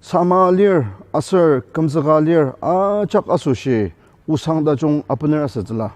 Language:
Ao Naga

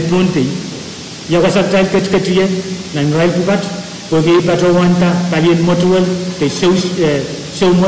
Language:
Pohnpeian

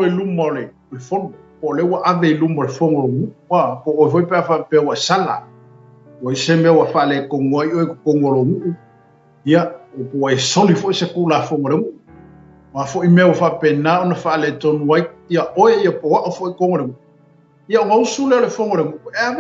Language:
Samoan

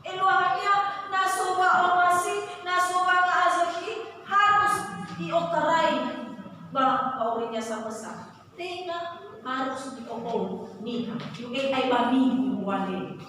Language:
Nias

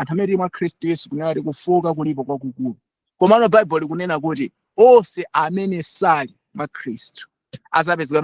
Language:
Nyanja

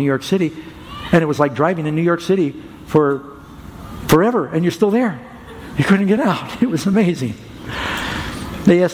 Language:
English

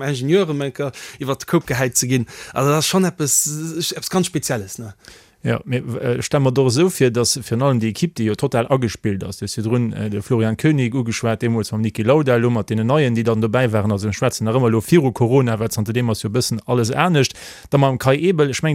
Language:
Luxembourgish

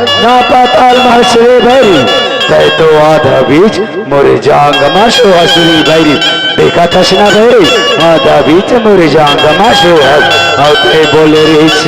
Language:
Chhattisgarhi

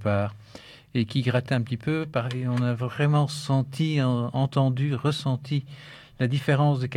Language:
French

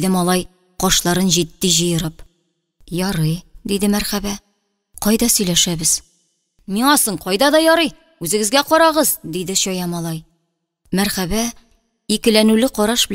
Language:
Tatar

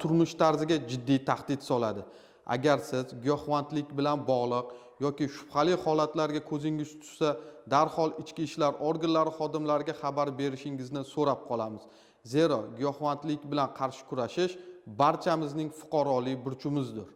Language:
Uzbek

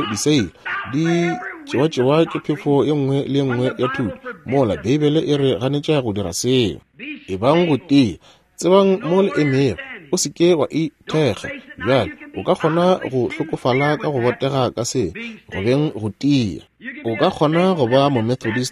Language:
Northern Sotho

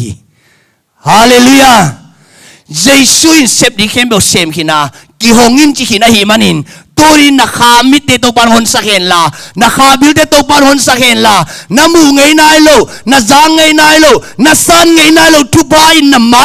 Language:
Tedim Chin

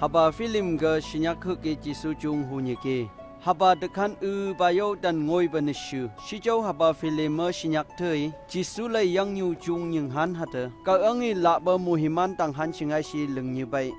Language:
Phom Naga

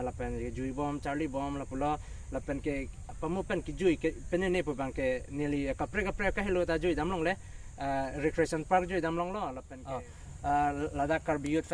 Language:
Karbi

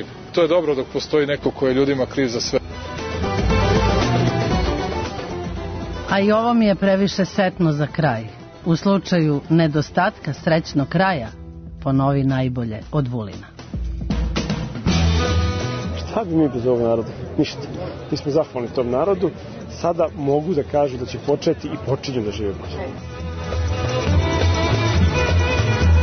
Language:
Serbian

